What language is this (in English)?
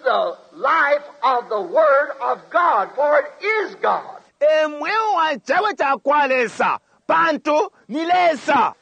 Bemba